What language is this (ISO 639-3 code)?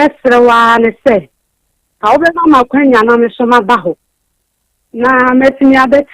aka